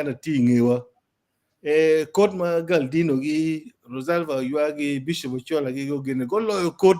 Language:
Acoli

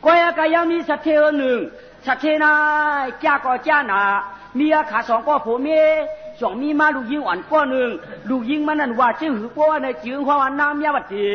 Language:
Shan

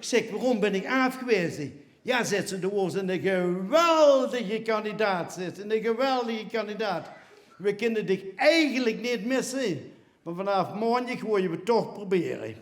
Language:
Limburgish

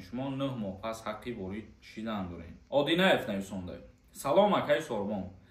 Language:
Tajik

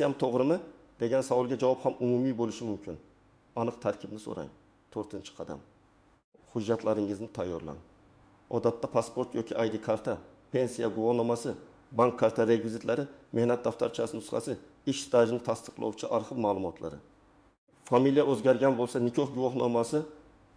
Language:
Uzbek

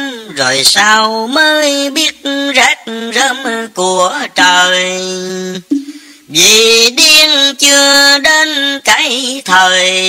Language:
Vietnamese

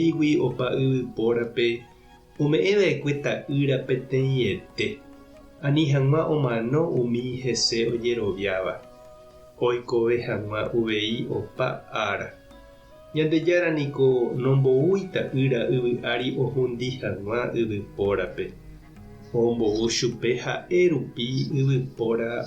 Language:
Guarani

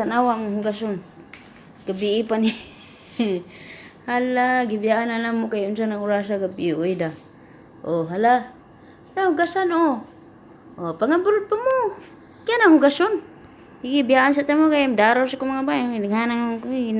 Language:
Cebuano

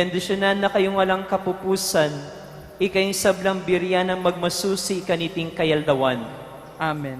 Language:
Pampanga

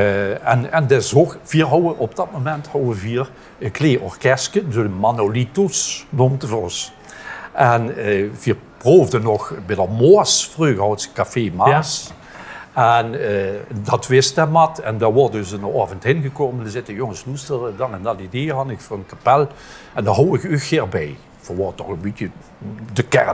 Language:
Limburgish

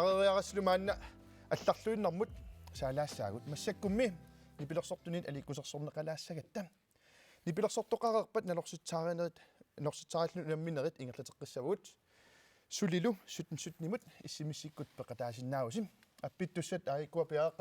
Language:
Kalaallisut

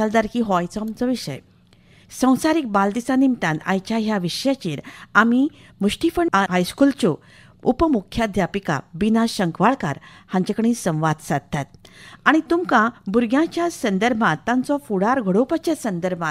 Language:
Konkani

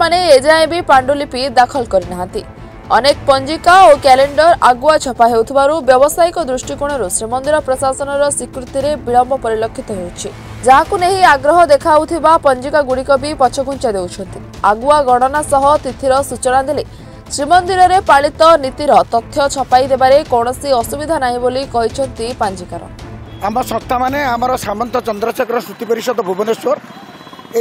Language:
Odia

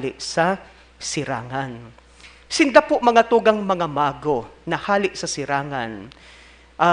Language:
Bikol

